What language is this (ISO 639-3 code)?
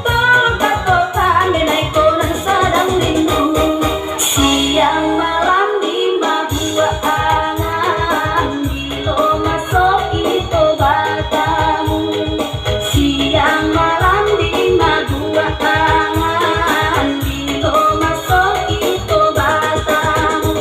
min